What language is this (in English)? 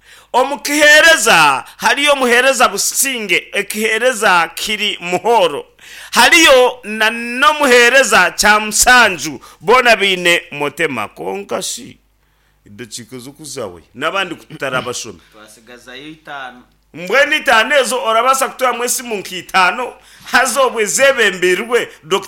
Nyankole